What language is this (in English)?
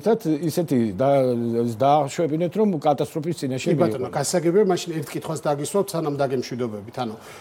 Georgian